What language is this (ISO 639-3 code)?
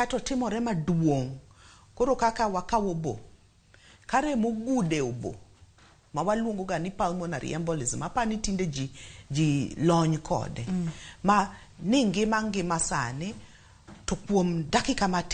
luo